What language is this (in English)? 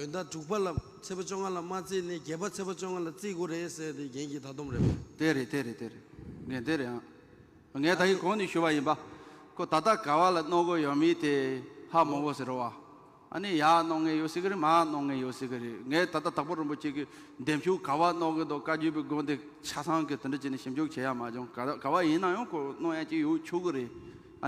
Tibetan